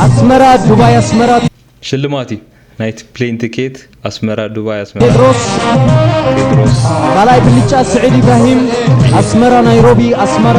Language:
Tigrinya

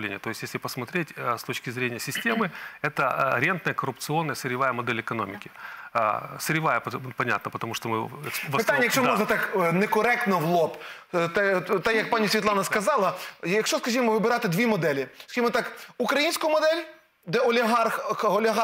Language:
Ukrainian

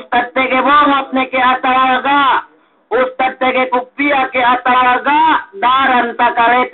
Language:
Yakan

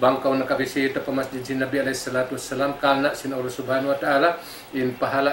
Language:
Tausug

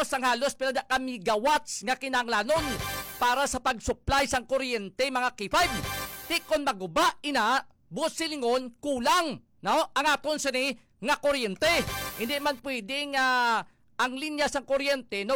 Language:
Hiligaynon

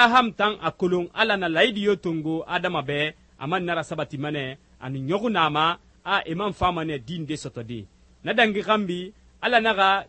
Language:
Susu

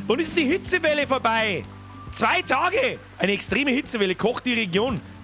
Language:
Bavarian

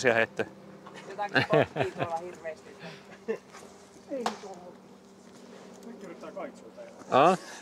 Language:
Finnish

